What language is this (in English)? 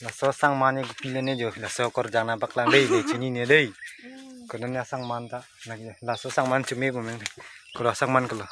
Karbi